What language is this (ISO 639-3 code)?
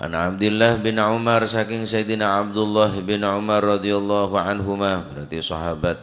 mad